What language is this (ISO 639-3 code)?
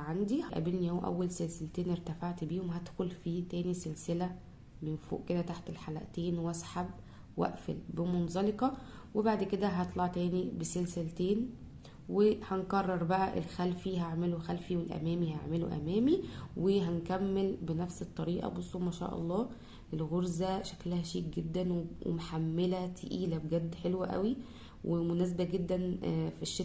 arz